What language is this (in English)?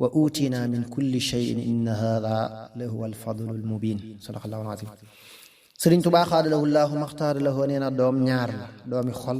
Wolof